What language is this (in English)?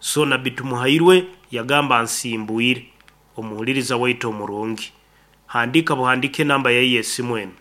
Nyoro